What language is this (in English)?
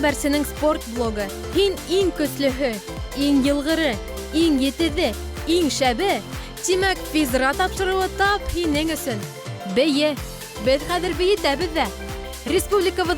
Bashkir